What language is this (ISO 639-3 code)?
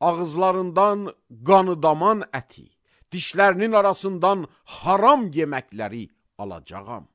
aze